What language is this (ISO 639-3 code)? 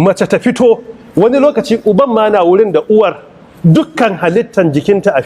hau